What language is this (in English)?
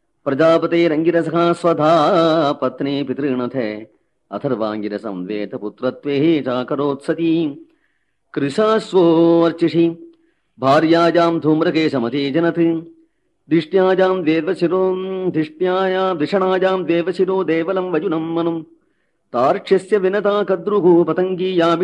Sanskrit